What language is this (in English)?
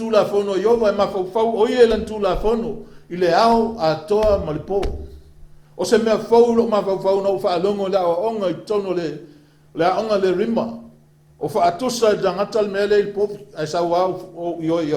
Samoan